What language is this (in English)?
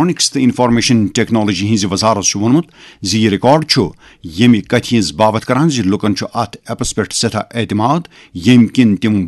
Kashmiri